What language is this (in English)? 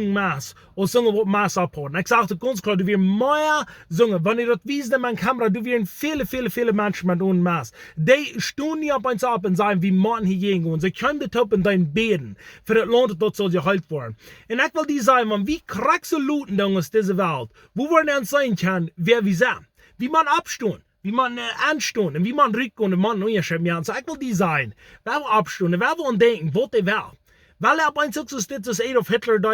Plautdietsch